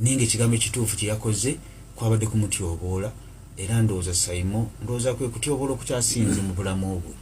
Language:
Ganda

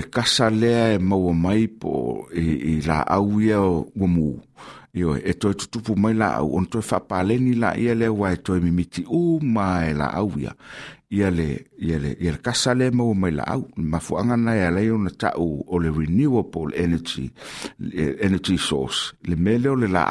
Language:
Samoan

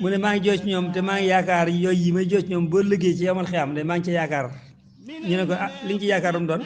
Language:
Wolof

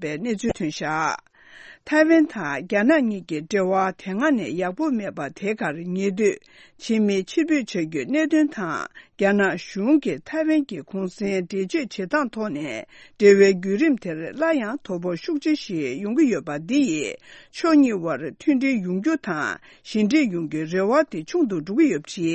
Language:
Tibetan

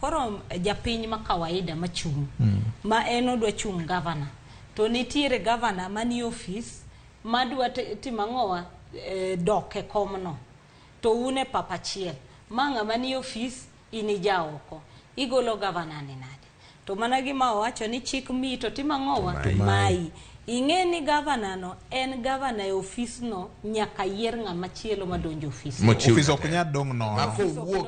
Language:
Luo (Kenya and Tanzania)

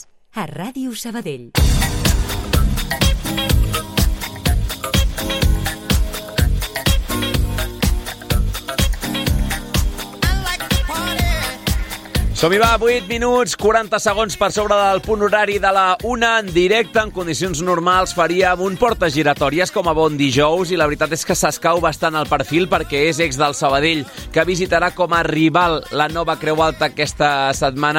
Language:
Catalan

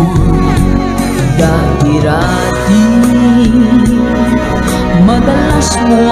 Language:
Filipino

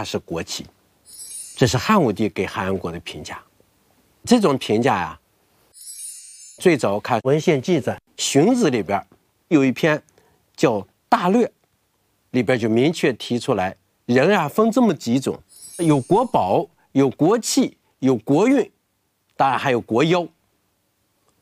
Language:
Chinese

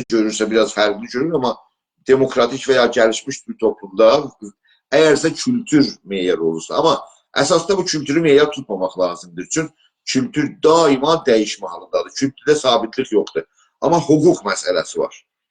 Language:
South Azerbaijani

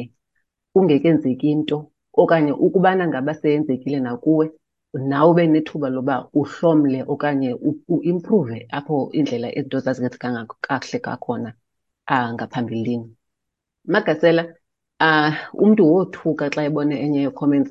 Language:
Xhosa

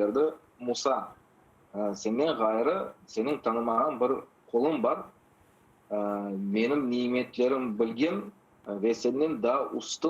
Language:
Crimean Tatar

